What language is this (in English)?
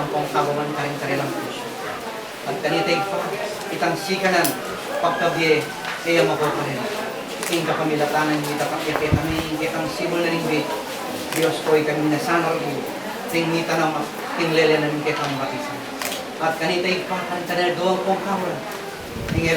Pampanga